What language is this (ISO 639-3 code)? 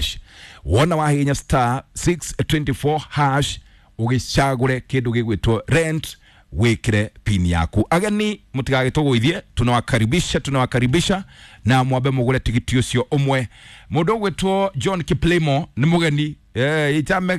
kik